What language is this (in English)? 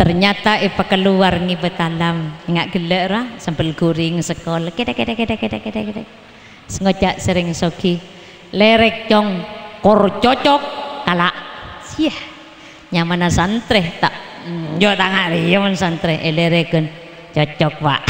Madurese